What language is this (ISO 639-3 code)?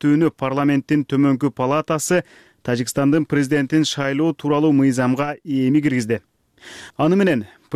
kir